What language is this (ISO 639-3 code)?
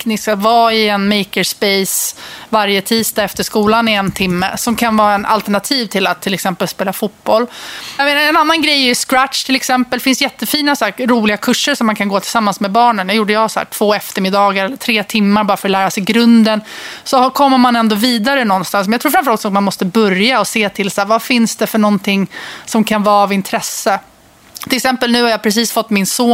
swe